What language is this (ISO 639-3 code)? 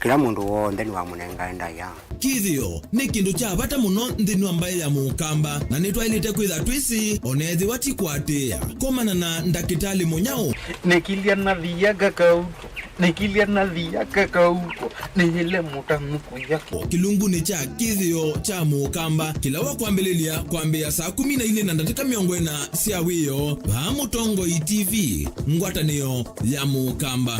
kam